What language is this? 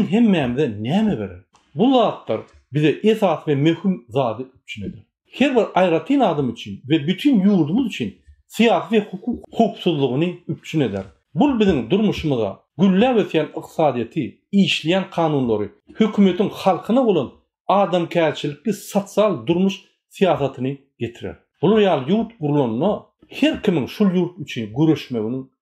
Turkmen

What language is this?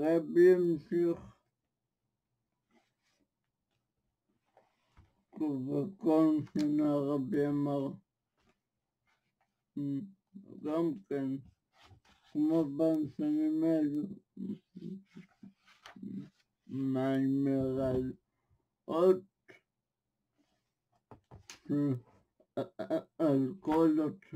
Hebrew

